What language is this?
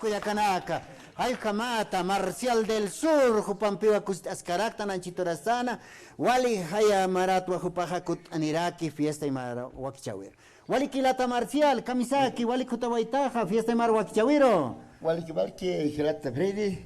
Aymara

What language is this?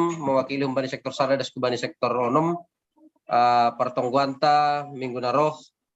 Batak Simalungun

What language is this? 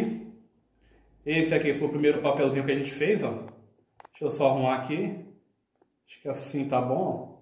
Portuguese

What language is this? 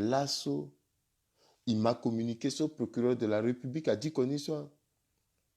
Sango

